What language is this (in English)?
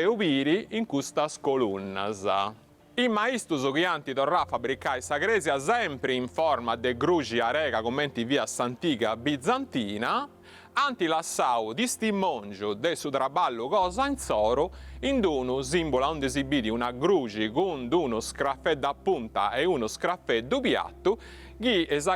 Sardinian